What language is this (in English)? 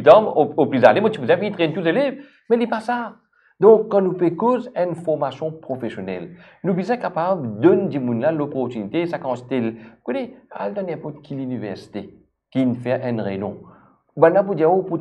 Morisyen